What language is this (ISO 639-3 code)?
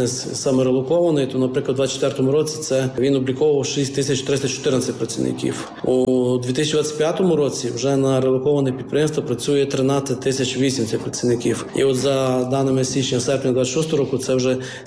ukr